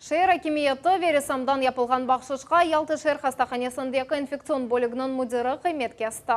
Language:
Crimean Tatar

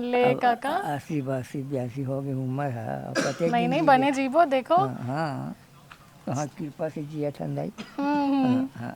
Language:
Chhattisgarhi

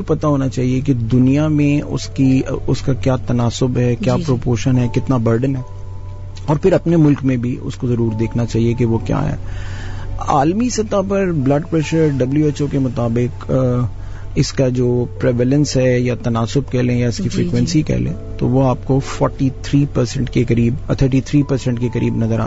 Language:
Urdu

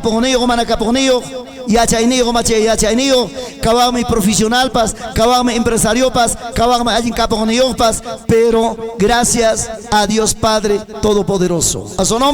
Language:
Ayacucho Quechua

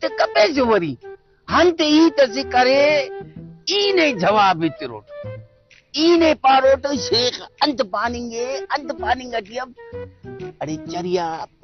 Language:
Brahui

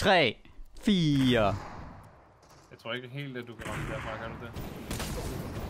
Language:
Danish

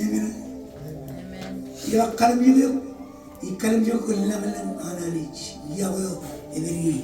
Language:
Marshallese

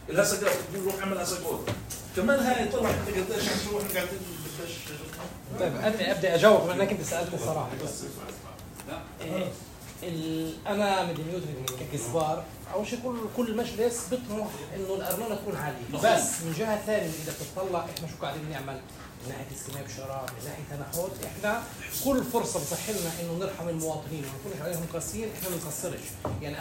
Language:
North Levantine Arabic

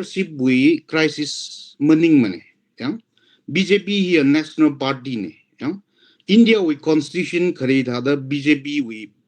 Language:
Tangkhul Naga (India)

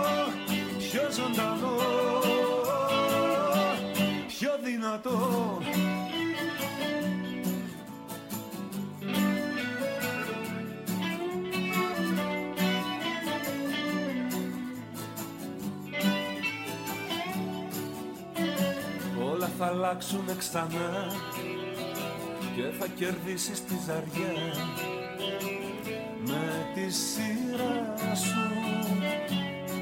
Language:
Greek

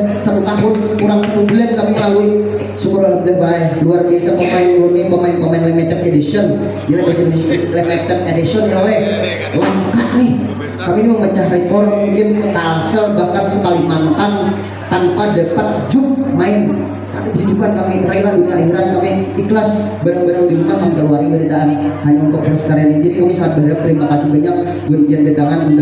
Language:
Banjar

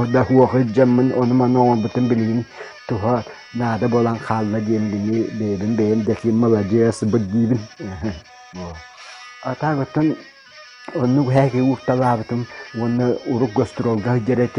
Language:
Yakut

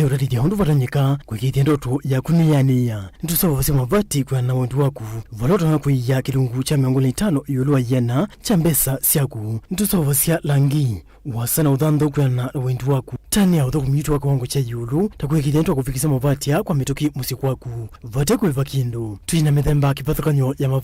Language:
Kamba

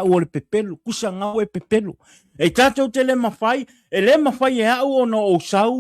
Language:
Samoan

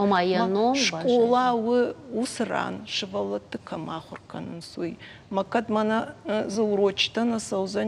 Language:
Ossetic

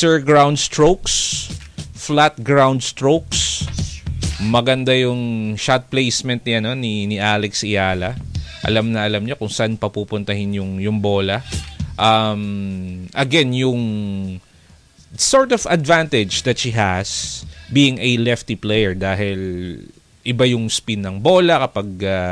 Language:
Filipino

